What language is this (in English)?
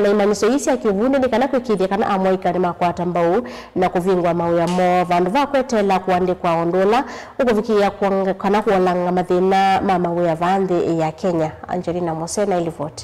Kamba